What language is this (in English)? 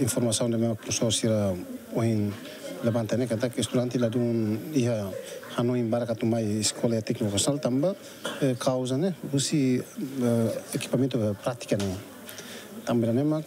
Tetum